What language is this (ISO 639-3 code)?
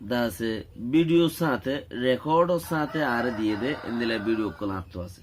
rhg